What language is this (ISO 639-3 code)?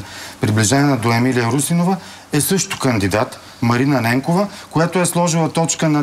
bul